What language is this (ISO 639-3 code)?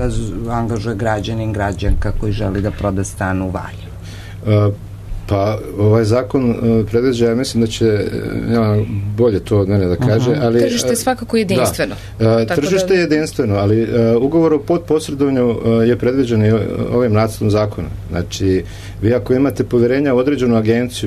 srp